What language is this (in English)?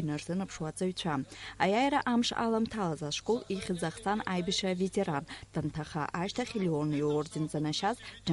Abkhazian